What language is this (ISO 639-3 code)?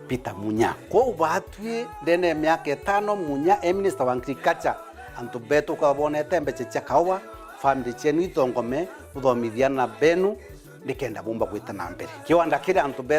mer